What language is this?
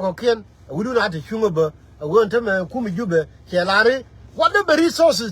Nuer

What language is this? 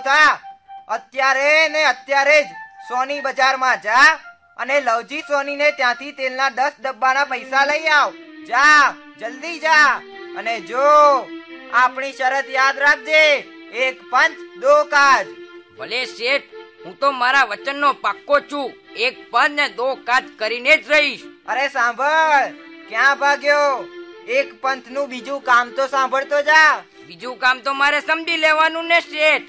Gujarati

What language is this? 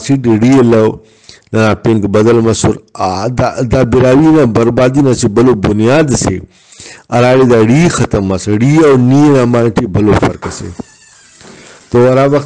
Brahui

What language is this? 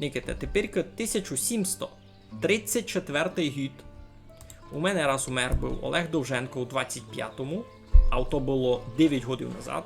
Rusyn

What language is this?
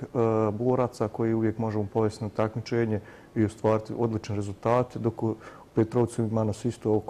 Bosnian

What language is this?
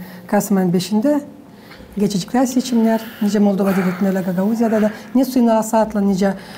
Gagauz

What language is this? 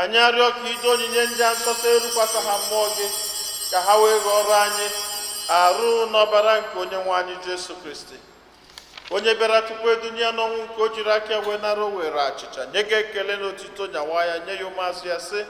Igbo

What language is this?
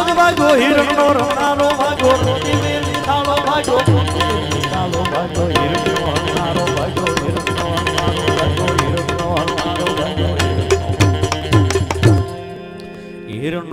Gujarati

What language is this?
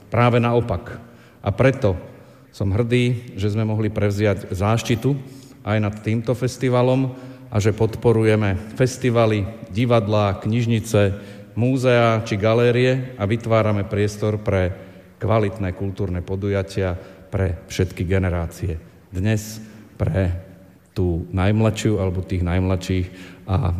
Slovak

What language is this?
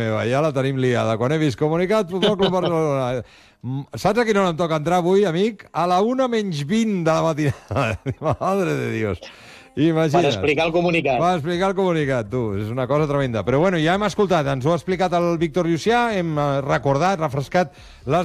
Catalan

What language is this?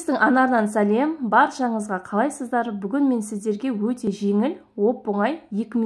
Kazakh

